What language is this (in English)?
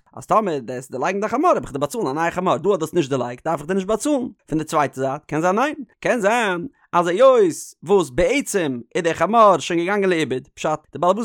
Yiddish